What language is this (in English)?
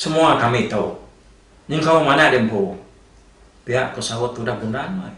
Iban